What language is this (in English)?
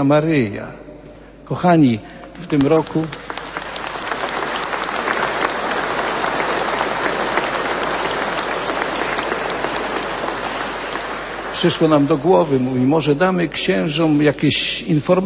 Polish